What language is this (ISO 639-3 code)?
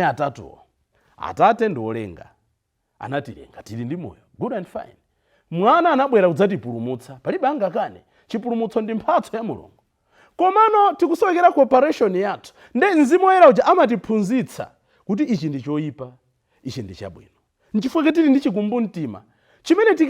nya